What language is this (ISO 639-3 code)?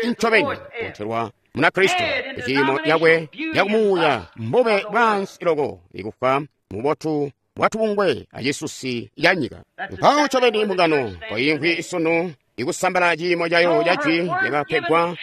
toi